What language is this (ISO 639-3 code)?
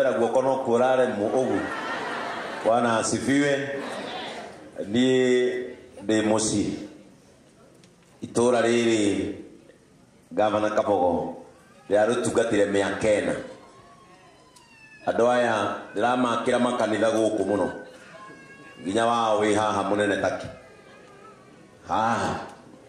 kik